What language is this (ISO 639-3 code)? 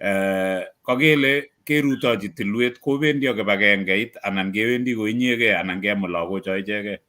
kln